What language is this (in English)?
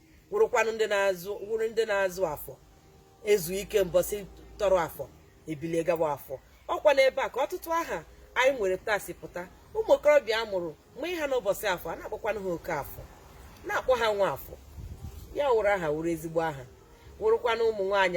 Igbo